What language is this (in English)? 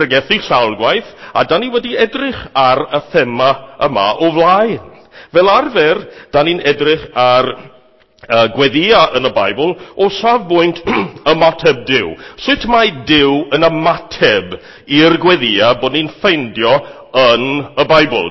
Welsh